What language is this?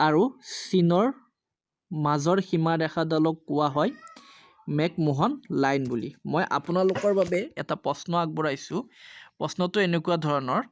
Assamese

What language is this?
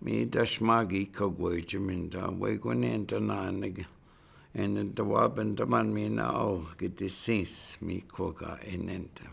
Chippewa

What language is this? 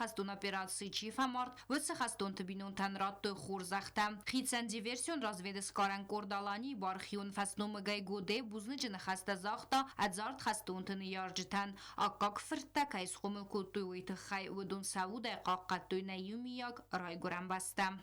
Ossetic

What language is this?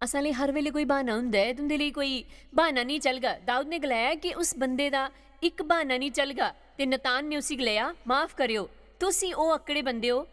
Dogri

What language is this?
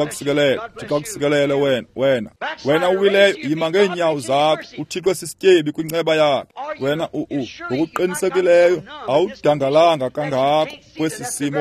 Xhosa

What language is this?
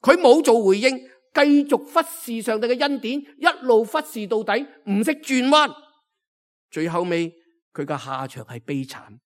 Cantonese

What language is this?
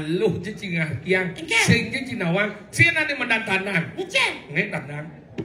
Balinese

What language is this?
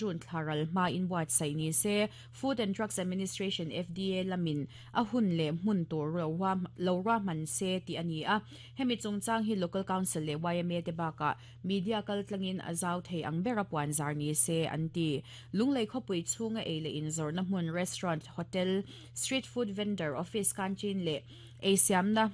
Mizo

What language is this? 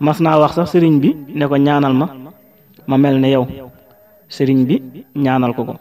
Wolof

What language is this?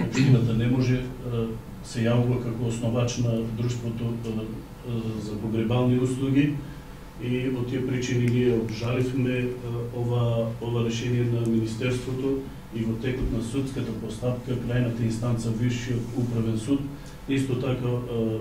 Macedonian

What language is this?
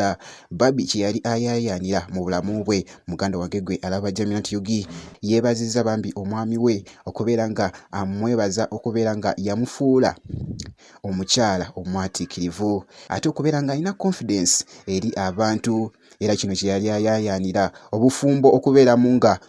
Ganda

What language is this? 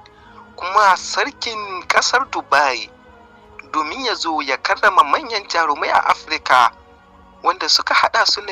Hausa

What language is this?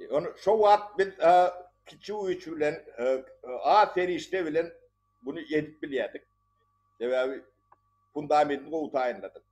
Turkmen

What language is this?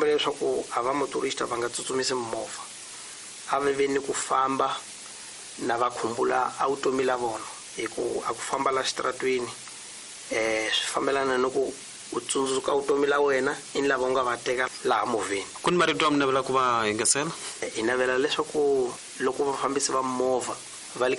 Tsonga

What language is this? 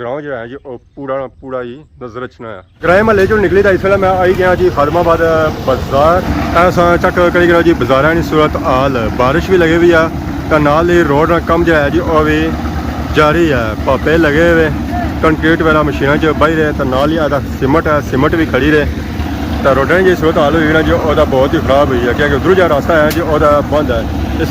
Pahari-Potwari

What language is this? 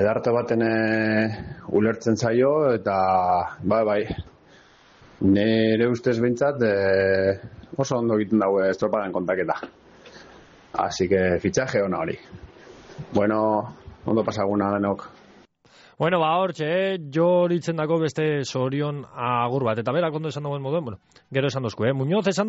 Basque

